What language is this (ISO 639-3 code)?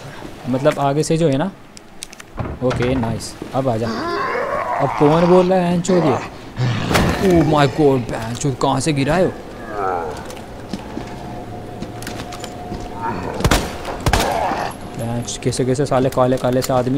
hin